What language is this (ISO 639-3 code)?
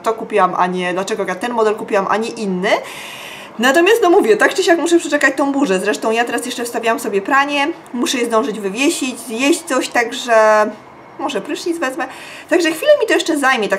pol